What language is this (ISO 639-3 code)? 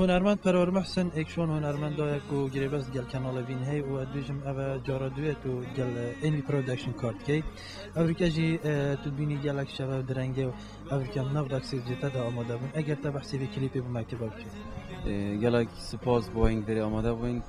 kur